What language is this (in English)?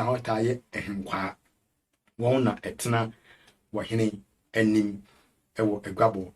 Akan